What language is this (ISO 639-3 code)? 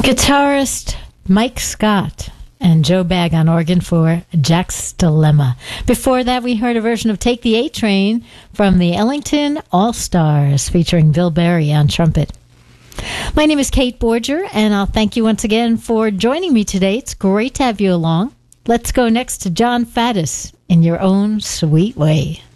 eng